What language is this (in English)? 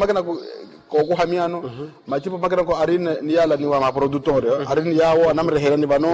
Makhuwa